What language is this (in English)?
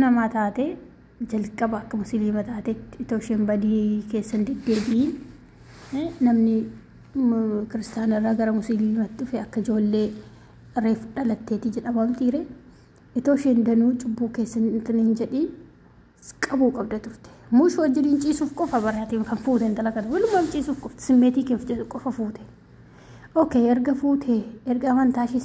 Oromo